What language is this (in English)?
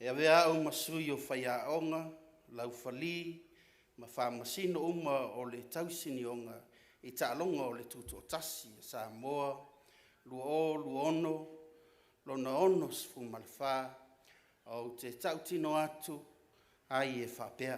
Samoan